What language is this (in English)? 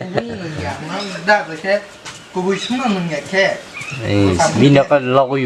Kok Borok